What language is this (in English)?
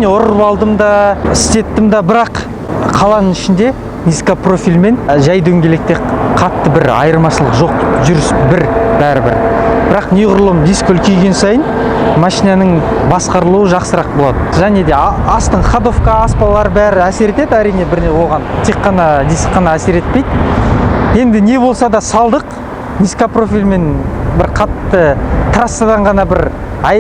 Kazakh